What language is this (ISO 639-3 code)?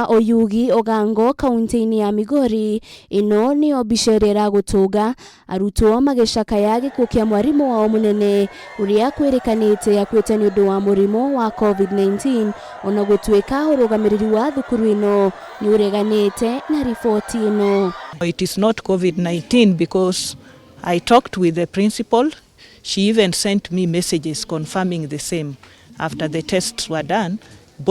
kik